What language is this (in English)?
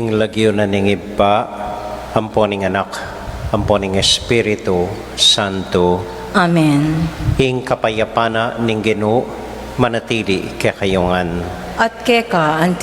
Pampanga